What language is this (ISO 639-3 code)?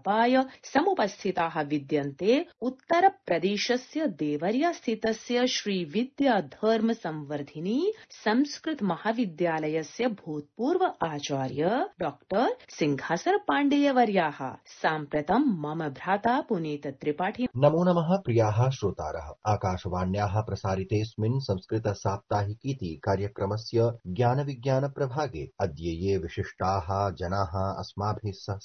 san